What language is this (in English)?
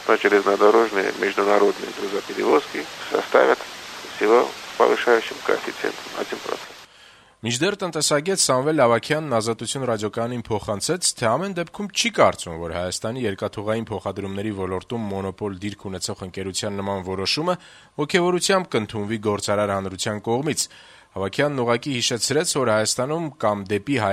Armenian